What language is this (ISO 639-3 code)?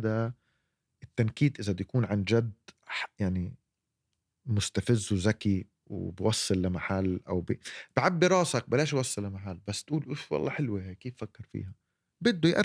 apc